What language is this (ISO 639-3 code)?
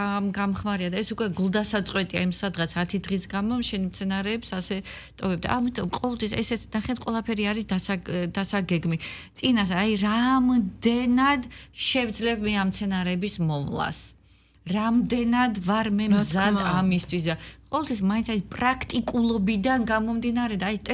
kat